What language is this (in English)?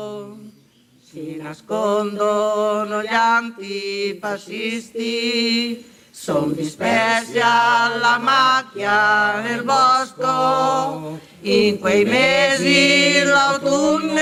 Italian